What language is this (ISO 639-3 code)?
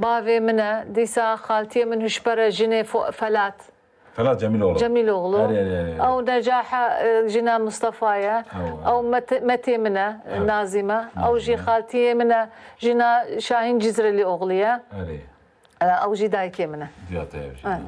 kur